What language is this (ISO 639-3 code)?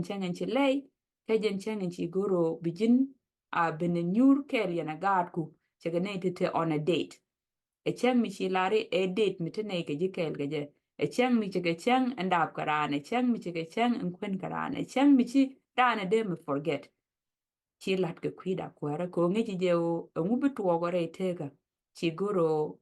nus